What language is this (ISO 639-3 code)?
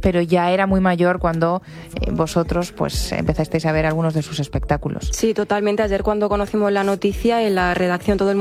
spa